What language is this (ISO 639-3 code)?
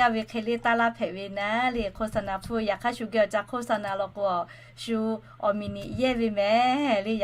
lhu